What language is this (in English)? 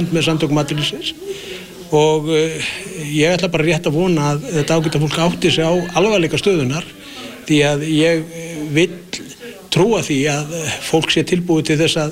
Icelandic